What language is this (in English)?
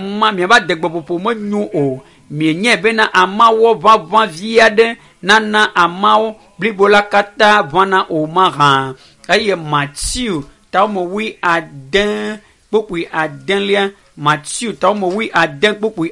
Ewe